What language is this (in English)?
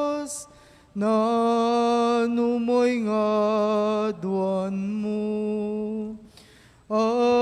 Pampanga